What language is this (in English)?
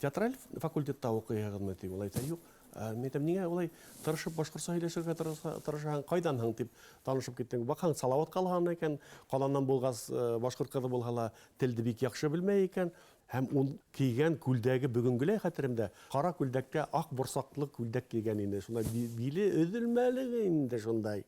Bashkir